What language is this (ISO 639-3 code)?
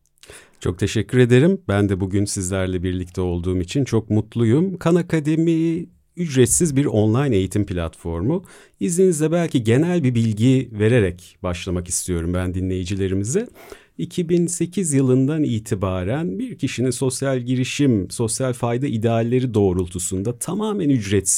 tur